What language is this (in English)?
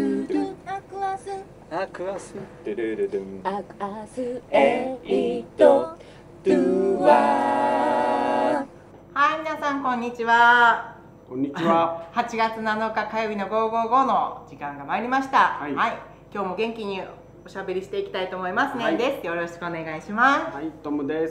Japanese